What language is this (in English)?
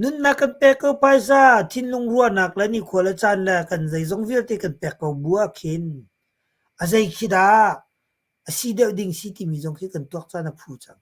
Hakha Chin